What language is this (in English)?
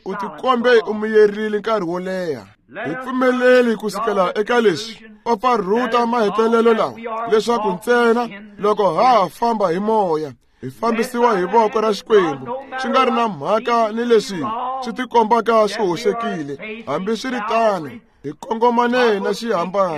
Tsonga